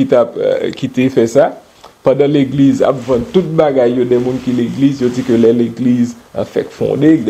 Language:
Haitian Creole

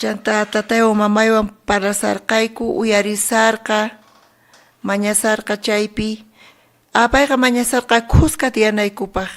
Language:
South Bolivian Quechua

